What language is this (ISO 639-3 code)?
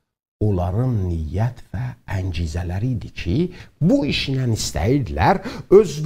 azb